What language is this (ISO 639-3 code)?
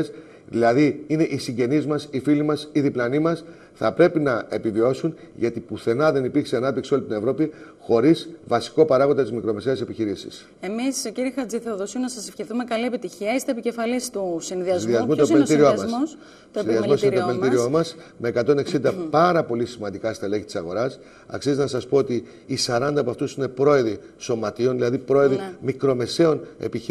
ell